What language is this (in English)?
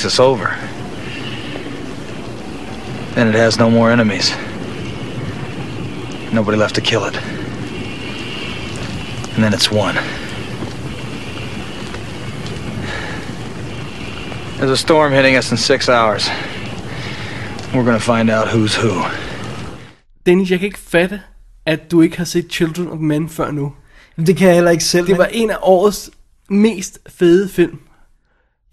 Danish